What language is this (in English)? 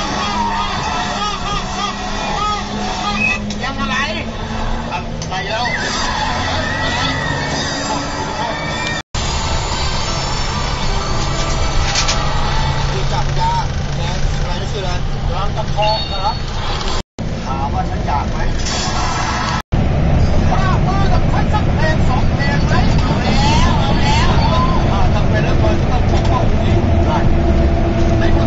Thai